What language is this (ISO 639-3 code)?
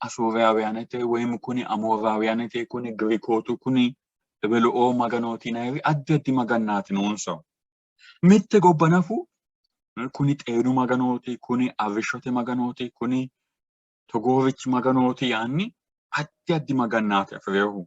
sid